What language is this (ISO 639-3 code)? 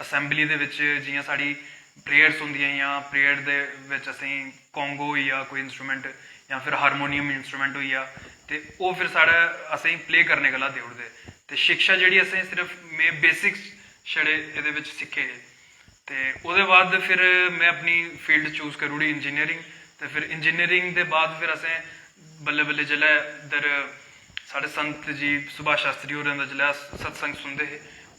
doi